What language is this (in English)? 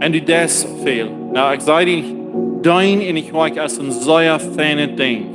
Plautdietsch